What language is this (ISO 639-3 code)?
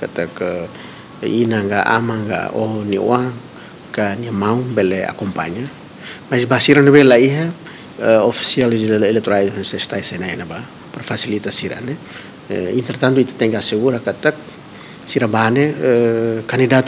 tet